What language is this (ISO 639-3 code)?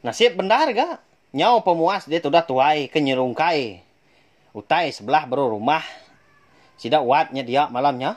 iba